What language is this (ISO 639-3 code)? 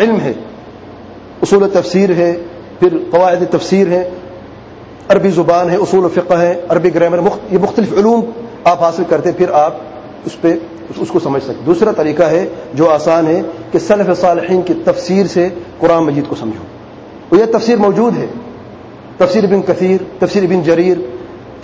urd